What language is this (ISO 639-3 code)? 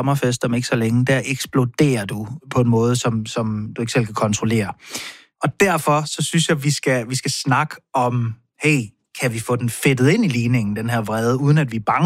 dan